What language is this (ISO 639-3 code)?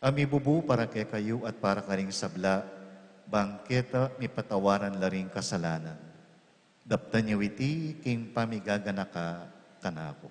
pam